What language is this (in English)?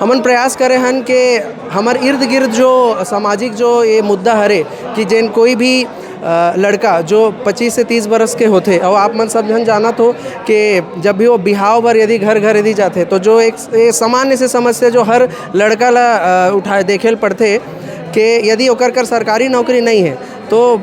Chhattisgarhi